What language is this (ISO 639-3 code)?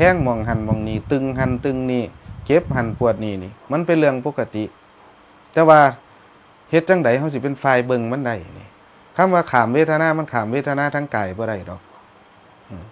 tts